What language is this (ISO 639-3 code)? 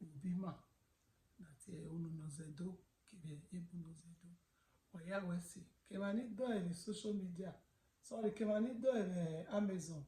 bin